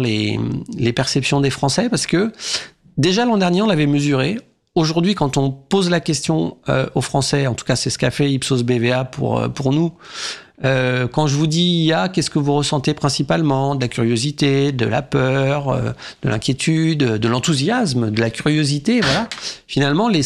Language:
French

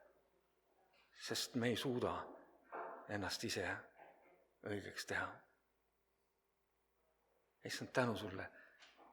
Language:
Estonian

